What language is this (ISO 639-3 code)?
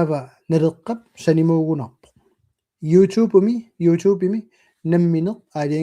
kal